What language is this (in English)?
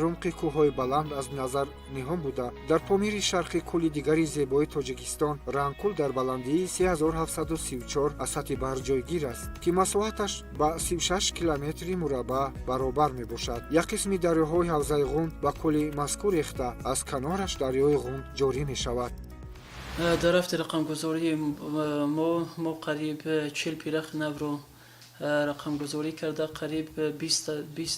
Tajik